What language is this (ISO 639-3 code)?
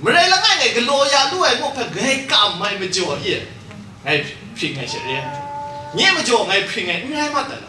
kac